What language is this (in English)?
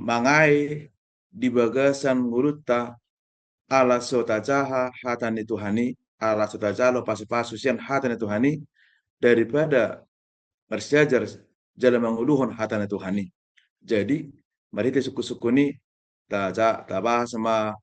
Batak Toba